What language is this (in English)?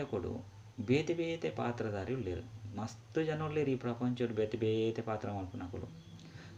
Tulu